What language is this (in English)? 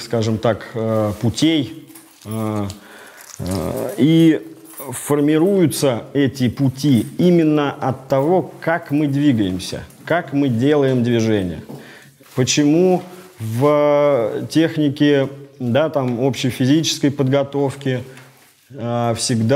Russian